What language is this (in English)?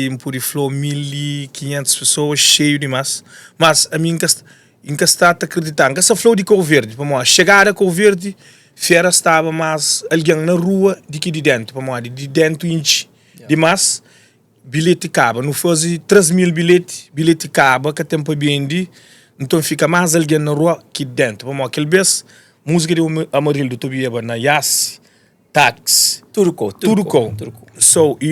Kabuverdianu